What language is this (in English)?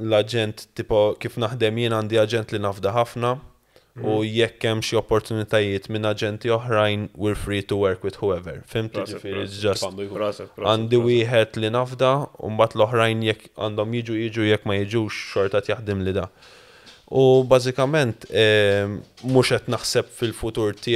Maltese